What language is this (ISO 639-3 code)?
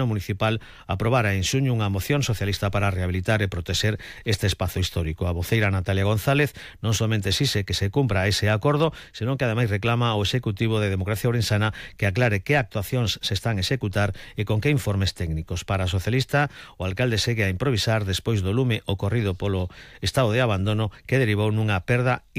glg